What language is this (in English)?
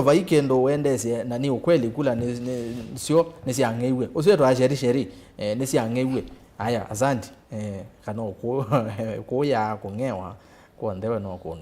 Kamba